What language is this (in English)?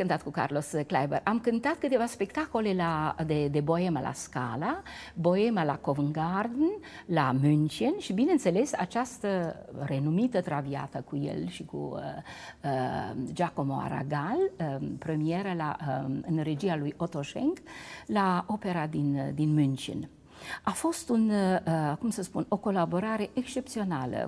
Romanian